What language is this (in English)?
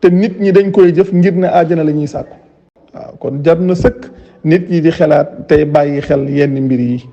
Wolof